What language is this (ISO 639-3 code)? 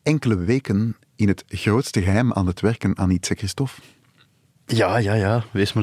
nld